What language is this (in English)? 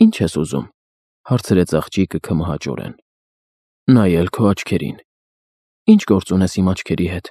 Armenian